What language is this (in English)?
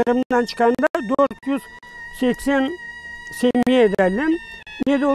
Crimean Tatar